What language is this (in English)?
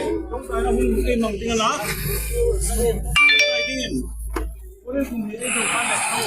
Hmar